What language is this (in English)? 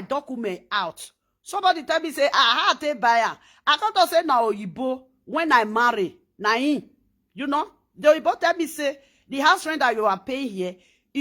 Nigerian Pidgin